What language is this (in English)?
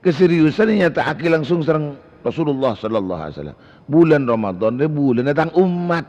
Madurese